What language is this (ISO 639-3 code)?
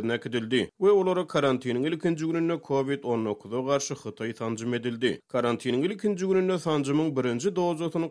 tuk